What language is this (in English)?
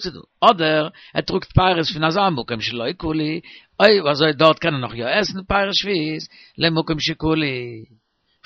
Yiddish